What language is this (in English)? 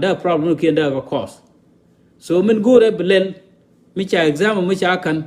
Nuer